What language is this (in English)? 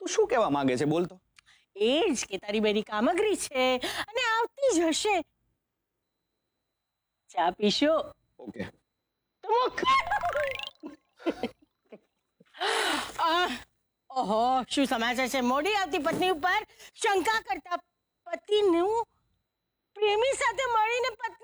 Gujarati